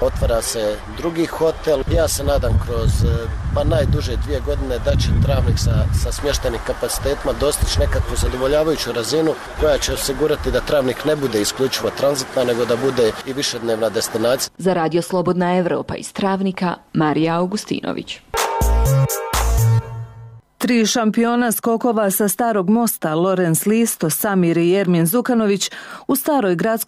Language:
Bosnian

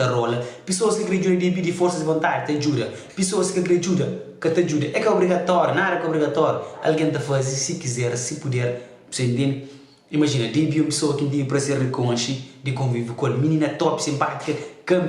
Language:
Kabuverdianu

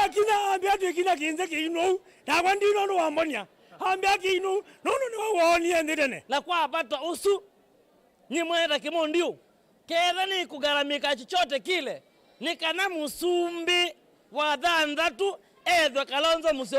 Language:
Kamba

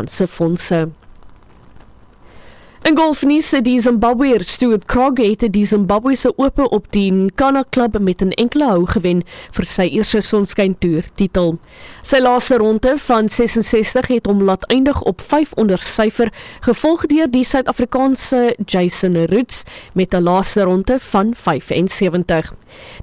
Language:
Afrikaans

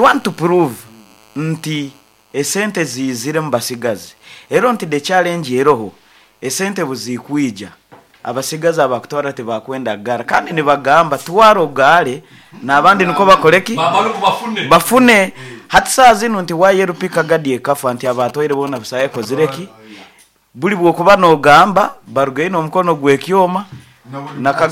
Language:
Nyoro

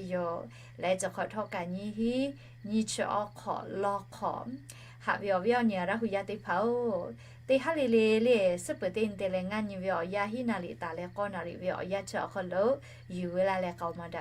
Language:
Lahu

